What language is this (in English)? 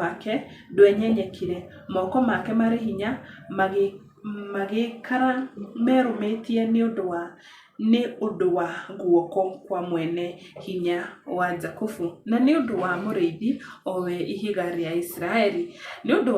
Kikuyu